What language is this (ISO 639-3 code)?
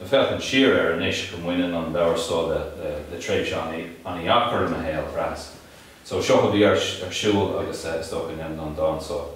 gle